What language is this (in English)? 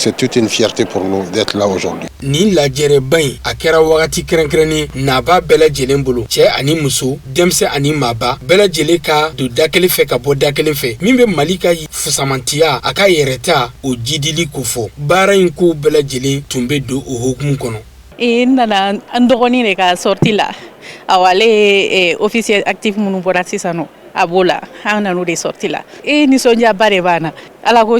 Bambara